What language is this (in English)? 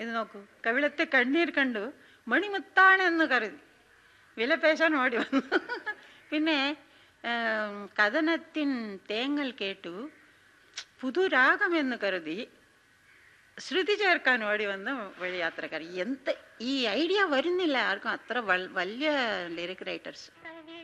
Malayalam